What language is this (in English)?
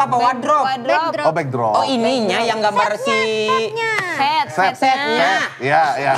Indonesian